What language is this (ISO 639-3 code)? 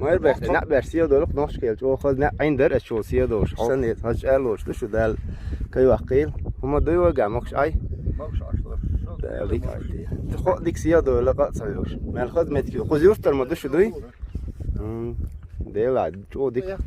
che